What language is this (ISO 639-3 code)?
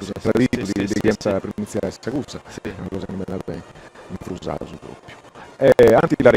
srd